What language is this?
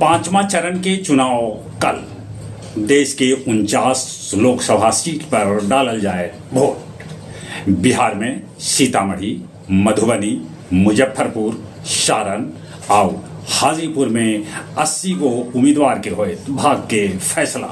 Magahi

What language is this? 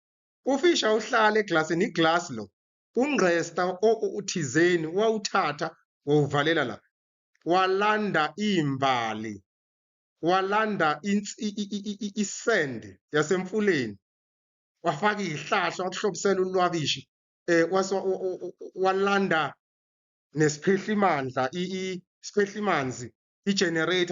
Zulu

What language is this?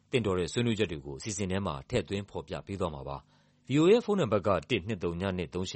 Burmese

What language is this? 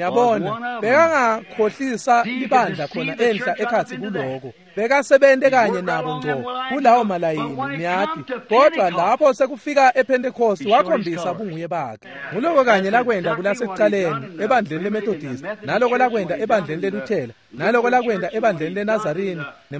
Swati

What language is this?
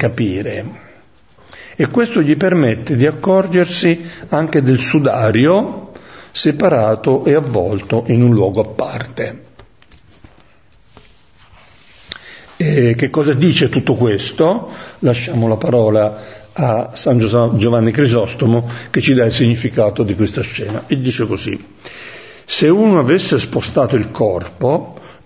Italian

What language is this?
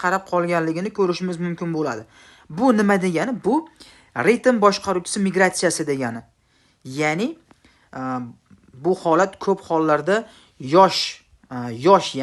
Uzbek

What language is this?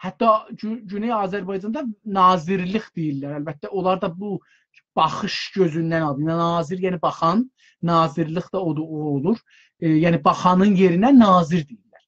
South Azerbaijani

